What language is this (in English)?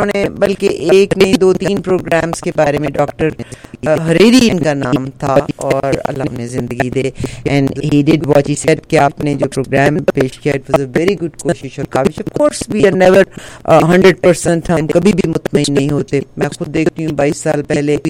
Urdu